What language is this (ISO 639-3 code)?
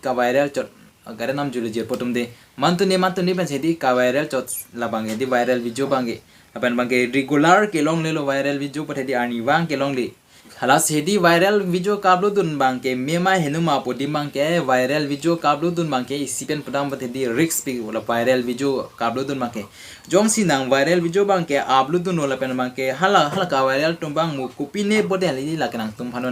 mjw